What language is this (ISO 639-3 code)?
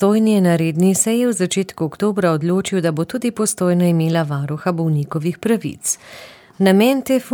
slv